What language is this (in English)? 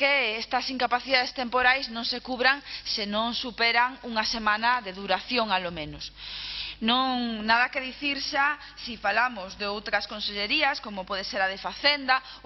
Galician